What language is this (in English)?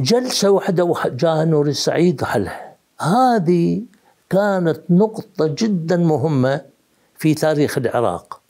Mesopotamian Arabic